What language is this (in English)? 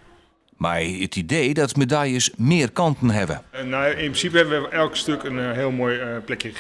Western Frisian